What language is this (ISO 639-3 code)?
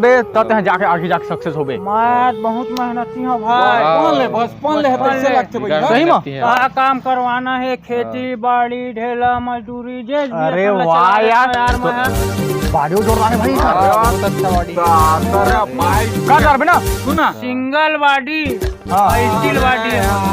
hne